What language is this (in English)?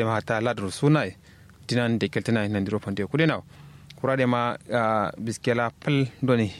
Kanuri